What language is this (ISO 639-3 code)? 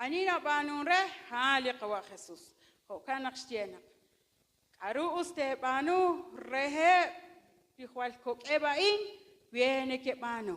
kek